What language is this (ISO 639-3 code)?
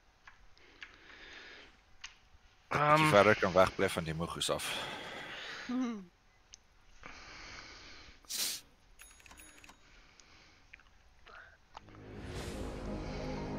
afr